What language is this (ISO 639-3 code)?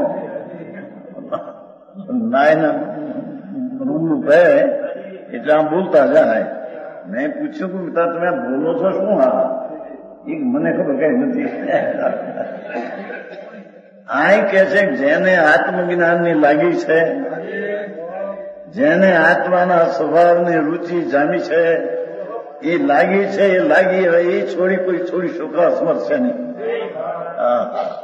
guj